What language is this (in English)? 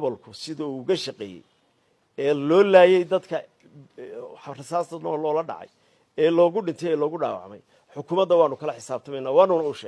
Somali